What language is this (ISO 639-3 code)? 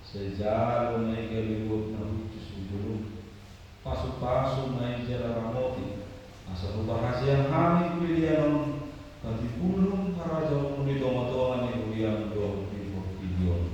bbc